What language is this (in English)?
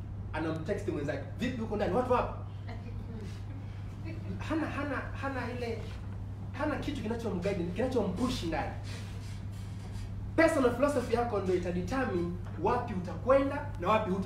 Swahili